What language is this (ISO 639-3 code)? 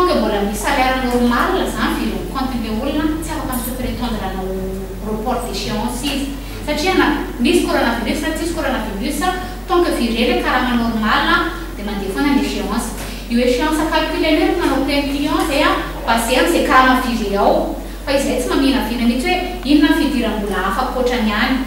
mlg